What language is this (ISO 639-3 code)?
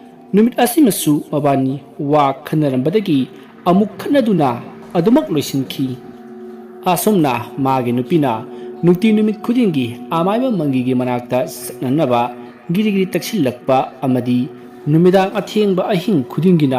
mni